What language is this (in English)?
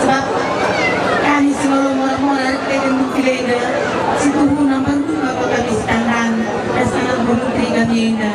Batak Karo